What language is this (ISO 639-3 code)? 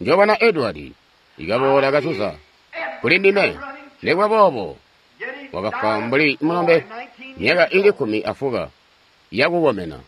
toi